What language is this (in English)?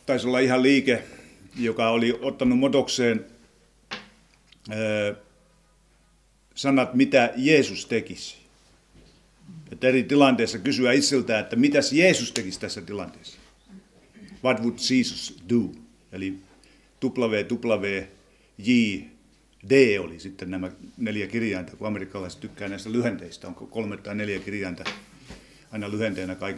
Finnish